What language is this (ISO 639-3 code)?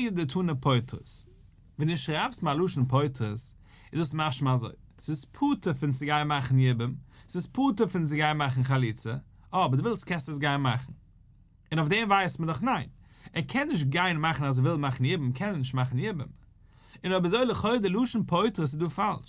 yid